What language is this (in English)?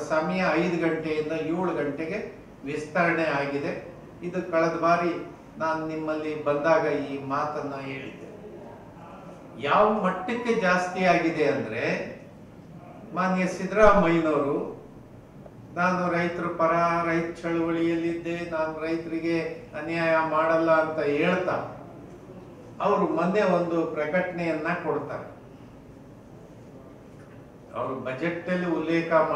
Kannada